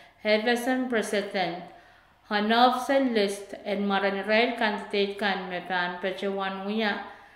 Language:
Pohnpeian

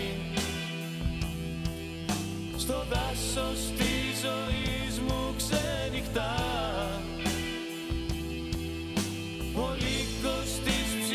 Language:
Greek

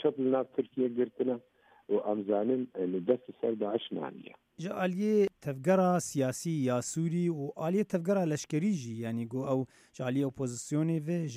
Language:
Kurdish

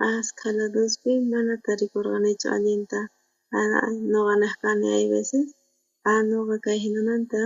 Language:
South Bolivian Quechua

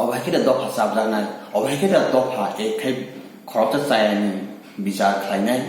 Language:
Kok Borok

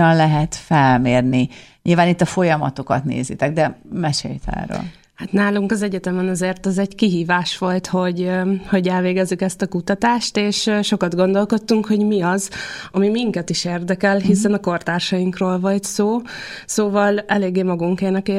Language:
Hungarian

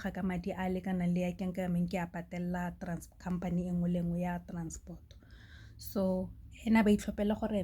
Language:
Tswana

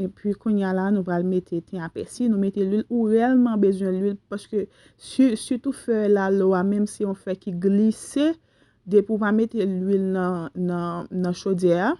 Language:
Haitian Creole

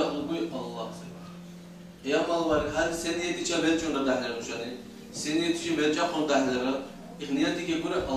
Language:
Dargwa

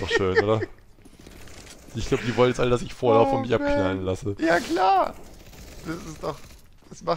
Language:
German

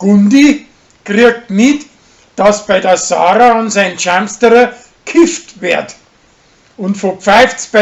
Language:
Bavarian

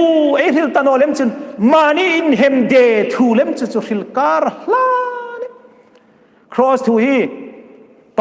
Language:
Hmar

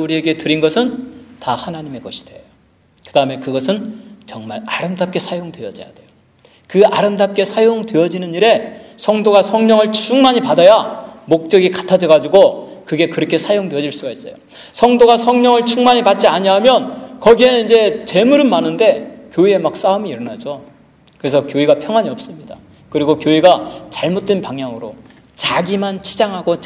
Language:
Korean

